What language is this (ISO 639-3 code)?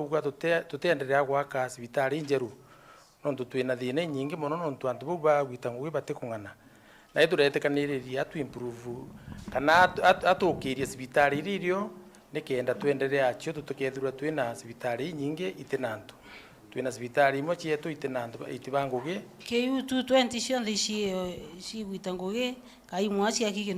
mer